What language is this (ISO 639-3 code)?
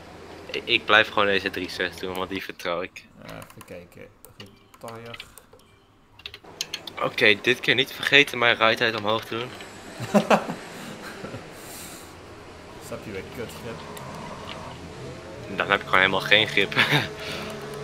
nld